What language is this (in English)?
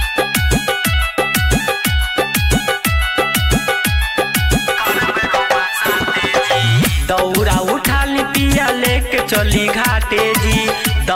Bhojpuri